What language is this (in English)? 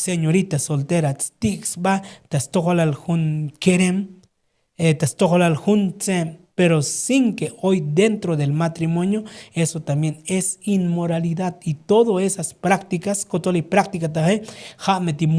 Tzotzil